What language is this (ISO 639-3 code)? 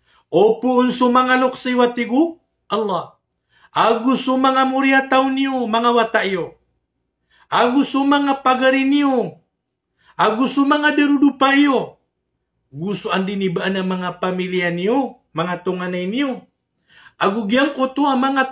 mrw